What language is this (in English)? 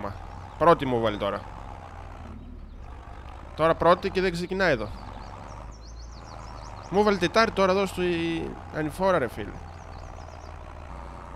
Greek